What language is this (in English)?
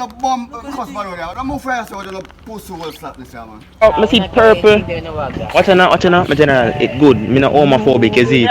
Jamaican Creole English